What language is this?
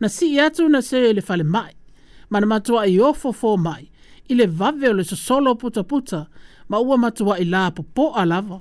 Samoan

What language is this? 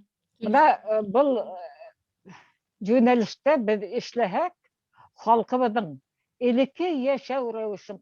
Bashkir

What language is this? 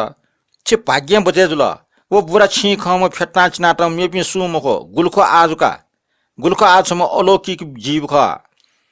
Newari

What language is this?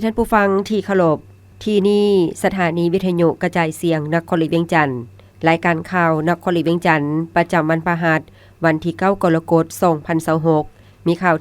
Lao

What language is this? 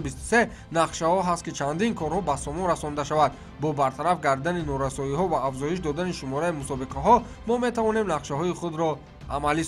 Tajik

